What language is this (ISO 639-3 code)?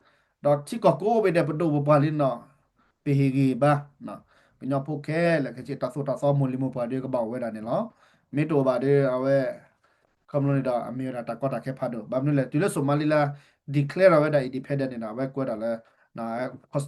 ksw